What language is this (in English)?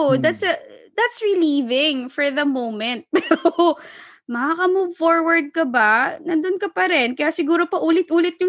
Filipino